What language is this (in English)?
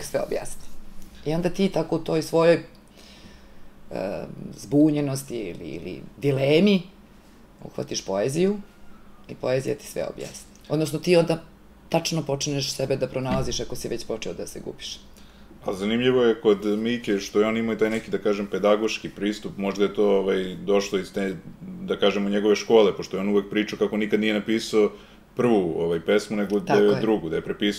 Serbian